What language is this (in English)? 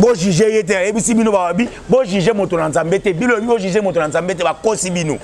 Lingala